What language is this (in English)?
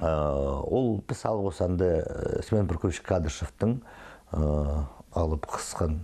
Khakas